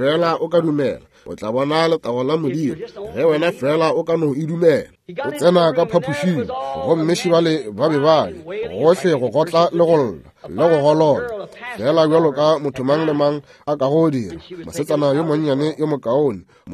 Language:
Northern Sotho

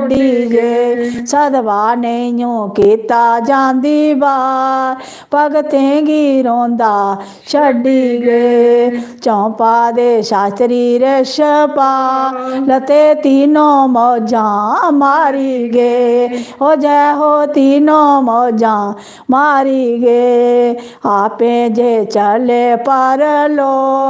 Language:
Dogri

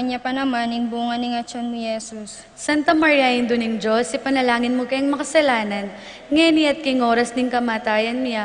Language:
Pampanga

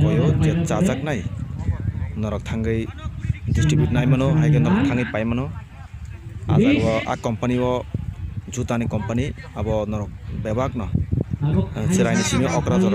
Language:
Kok Borok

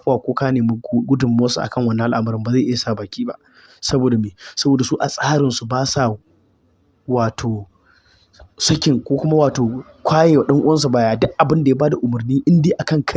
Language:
Hausa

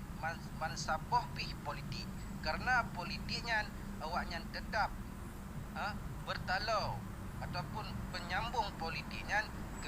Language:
Achinese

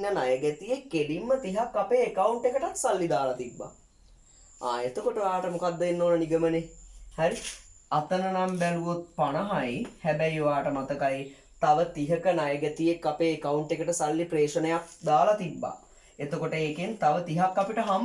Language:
Sinhala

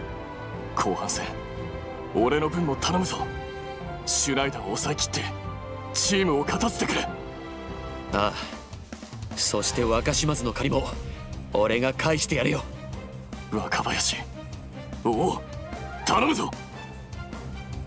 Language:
Japanese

